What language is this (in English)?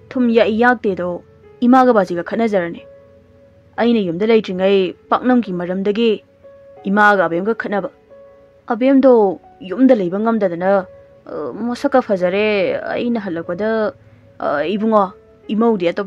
Manipuri